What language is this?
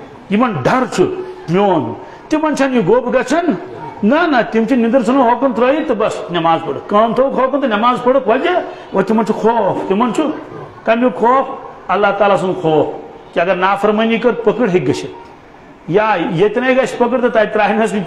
Kashmiri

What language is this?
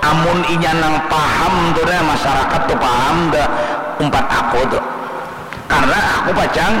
Banjar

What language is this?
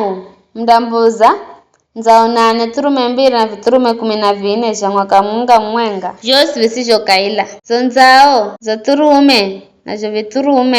Giryama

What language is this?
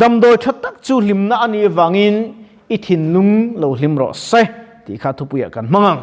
Mizo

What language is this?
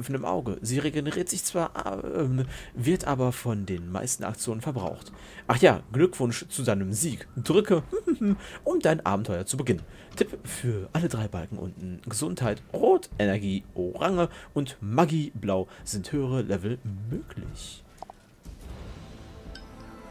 German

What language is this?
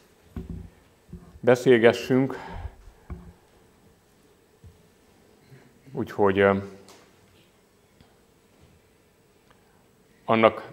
Hungarian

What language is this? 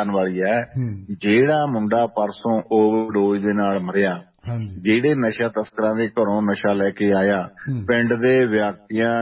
Punjabi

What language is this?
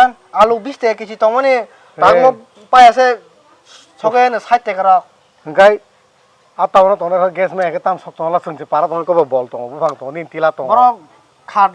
Kok Borok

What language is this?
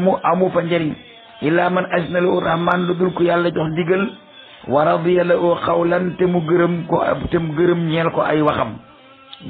Wolof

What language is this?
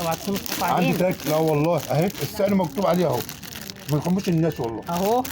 Egyptian Arabic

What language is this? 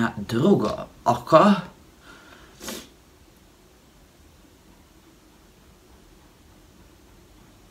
Croatian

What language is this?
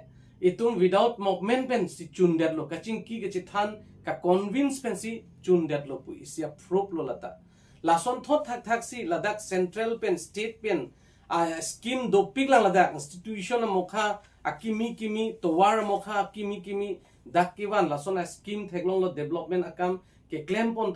Karbi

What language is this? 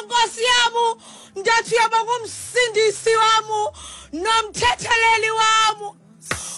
Xhosa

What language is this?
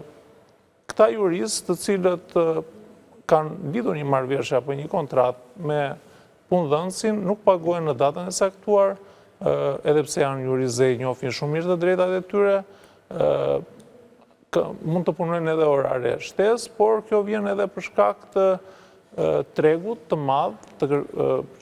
Albanian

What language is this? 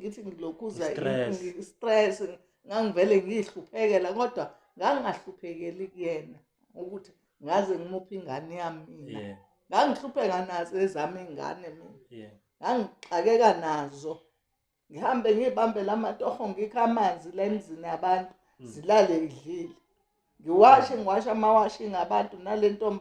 Zulu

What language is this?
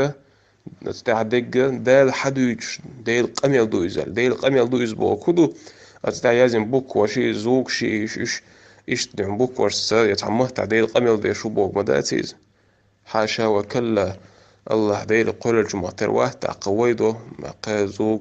Chechen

